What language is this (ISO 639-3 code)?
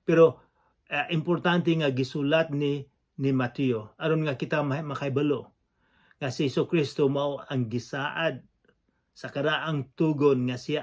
ceb